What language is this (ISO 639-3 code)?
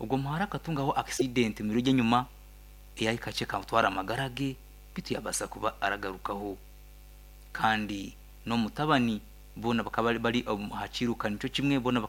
nyn